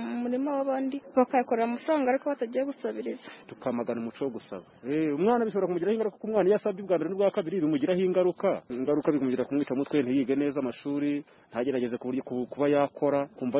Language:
Kinyarwanda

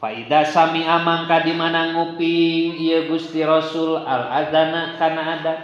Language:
Sundanese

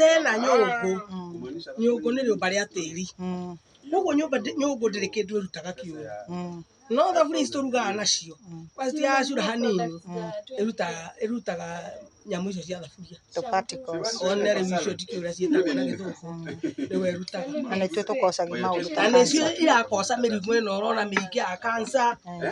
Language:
Kikuyu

